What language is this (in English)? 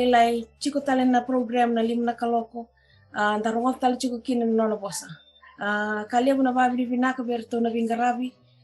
Fijian